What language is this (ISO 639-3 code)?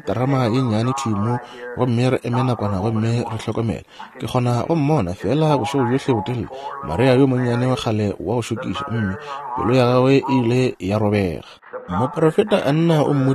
nso